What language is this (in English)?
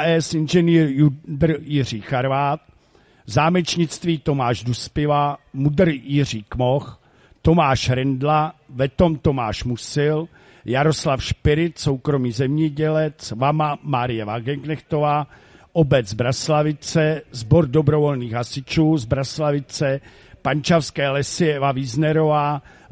Czech